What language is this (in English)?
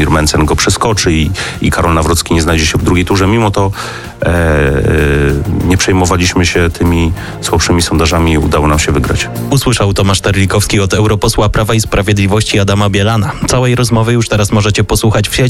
Polish